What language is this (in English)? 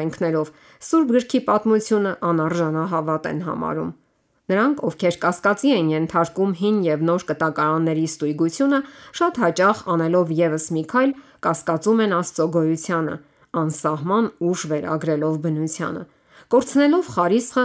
Armenian